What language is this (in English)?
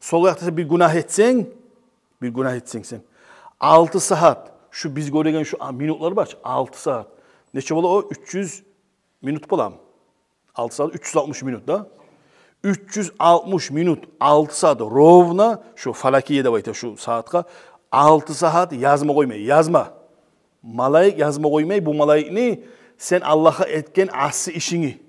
Kumyk